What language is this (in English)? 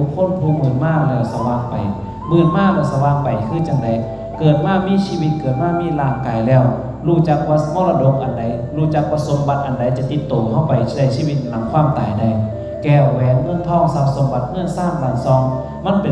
Northeastern Thai